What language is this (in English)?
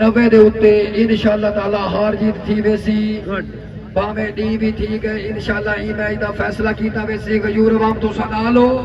Saraiki